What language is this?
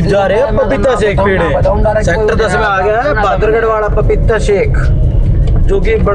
Haryanvi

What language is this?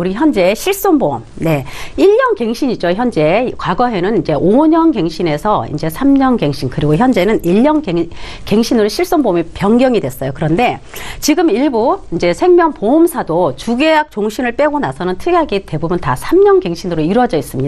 Korean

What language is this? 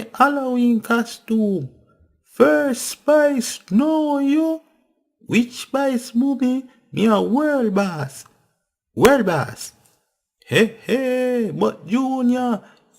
Jamaican Creole English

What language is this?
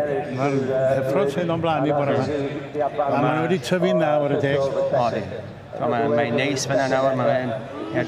Welsh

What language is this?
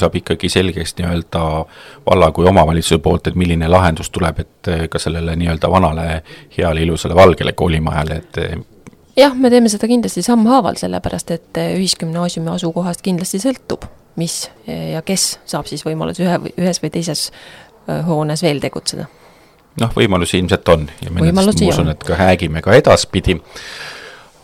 Estonian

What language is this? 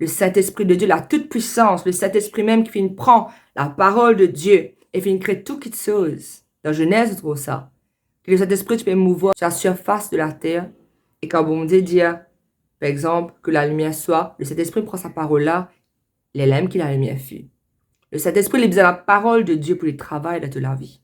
Morisyen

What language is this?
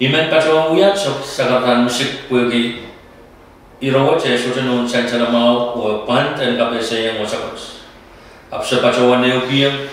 Pohnpeian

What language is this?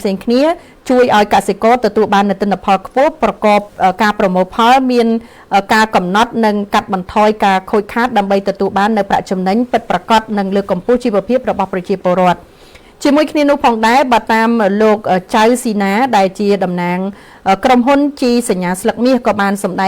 Khmer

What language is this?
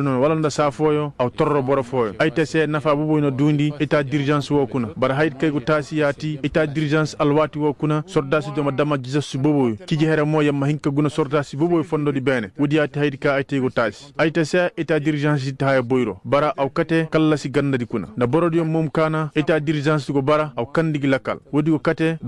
Koyraboro Senni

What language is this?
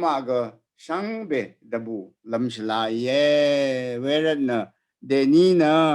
Rawang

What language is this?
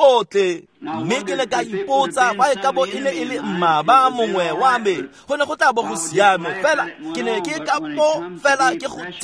Tswana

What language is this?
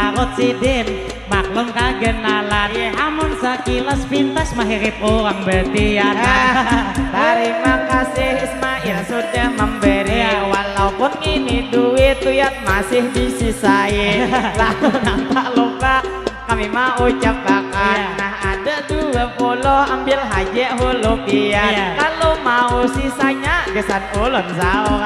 Banjar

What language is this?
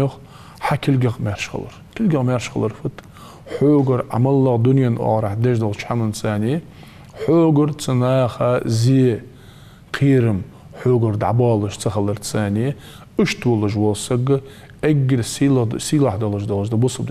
Ingush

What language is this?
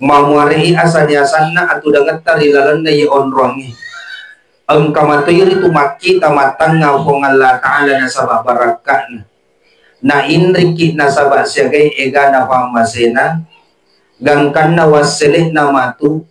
Buginese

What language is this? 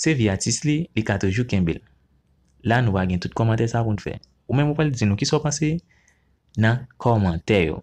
Haitian Creole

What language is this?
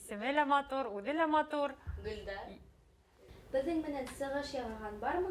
Bashkir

